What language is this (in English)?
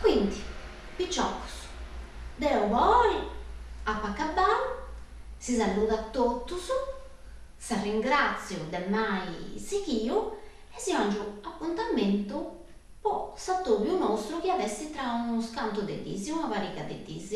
Sardinian